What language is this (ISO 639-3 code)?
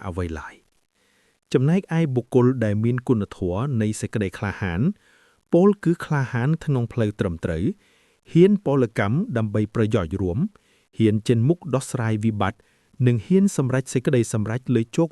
khm